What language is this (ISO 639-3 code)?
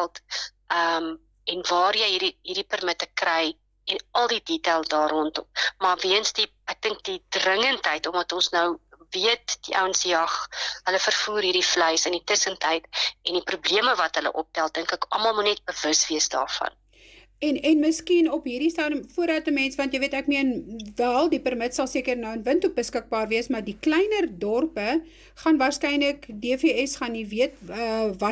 afr